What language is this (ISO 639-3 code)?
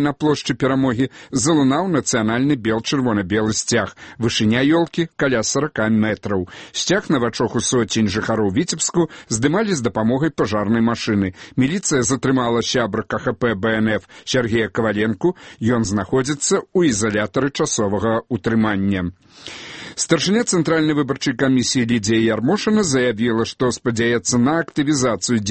bel